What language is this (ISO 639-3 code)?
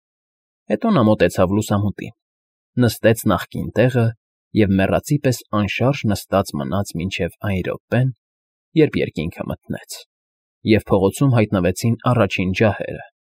hye